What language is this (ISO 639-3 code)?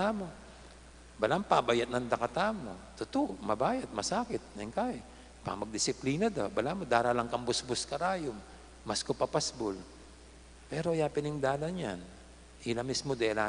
pam